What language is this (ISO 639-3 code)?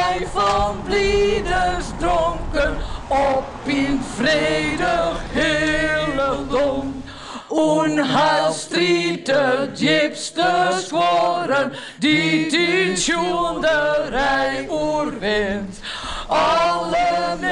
fry